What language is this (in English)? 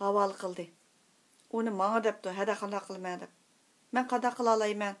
Uyghur